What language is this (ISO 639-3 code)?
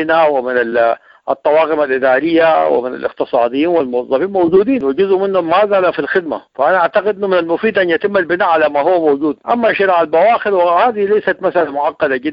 apd